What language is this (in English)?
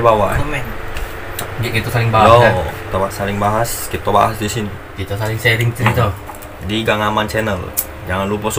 Musi